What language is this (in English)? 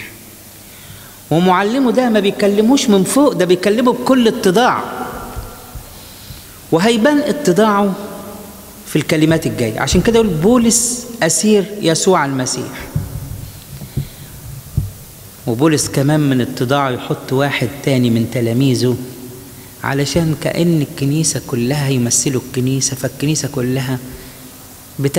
Egyptian Arabic